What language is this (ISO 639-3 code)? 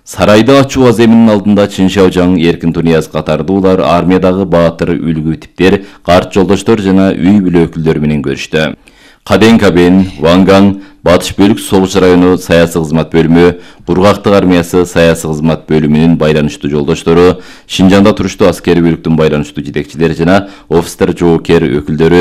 kir